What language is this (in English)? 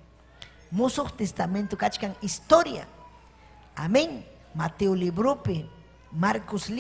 Ayacucho Quechua